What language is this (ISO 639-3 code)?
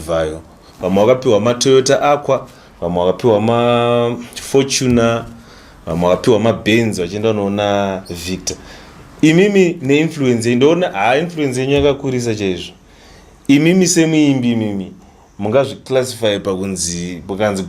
sna